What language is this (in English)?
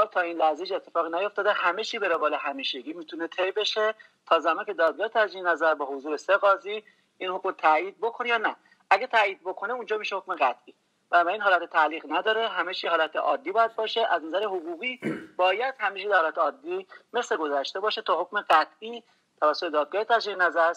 Persian